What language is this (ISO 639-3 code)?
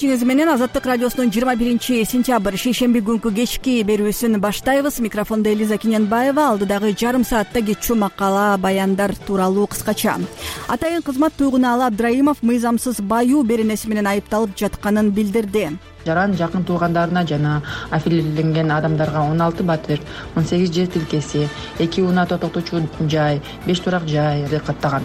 kir